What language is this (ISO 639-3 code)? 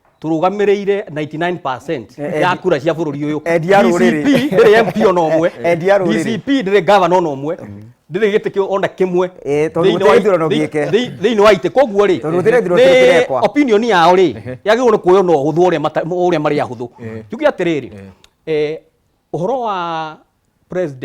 kik